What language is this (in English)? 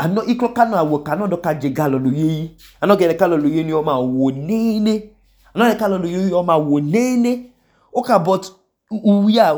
Idoma